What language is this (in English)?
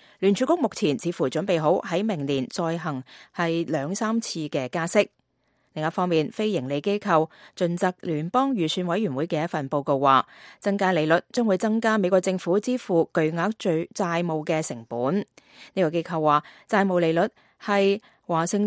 Cantonese